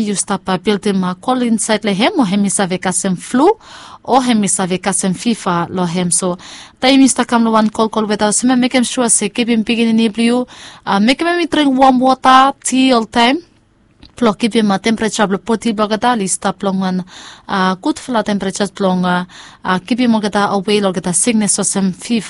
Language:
Bislama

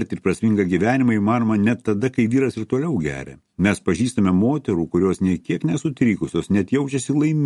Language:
Lithuanian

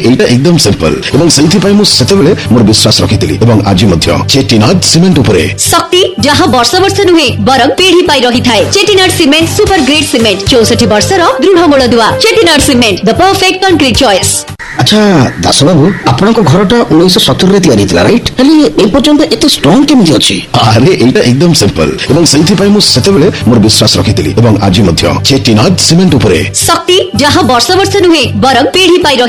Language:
Odia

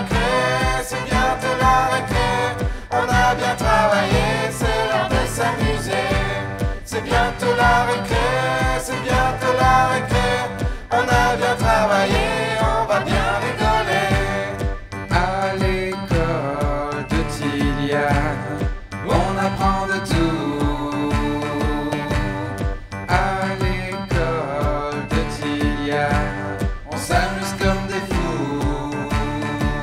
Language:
French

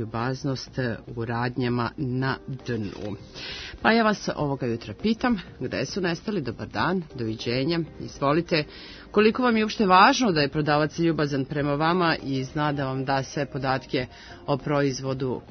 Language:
Serbian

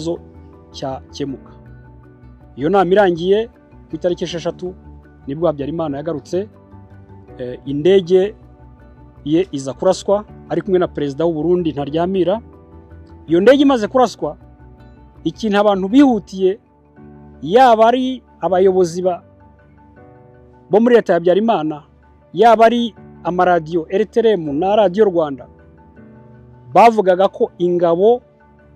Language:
Kinyarwanda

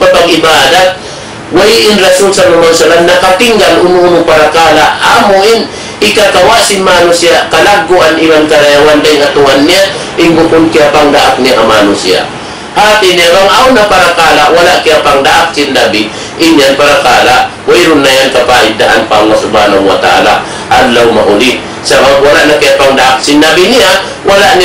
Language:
Tausug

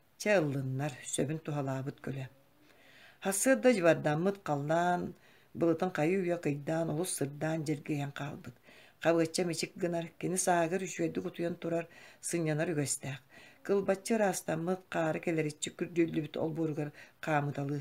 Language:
Yakut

